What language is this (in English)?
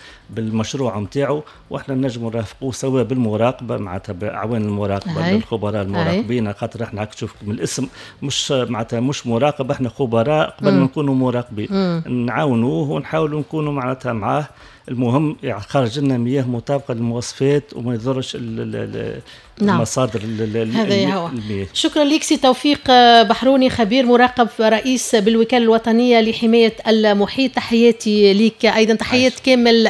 Tunisian Arabic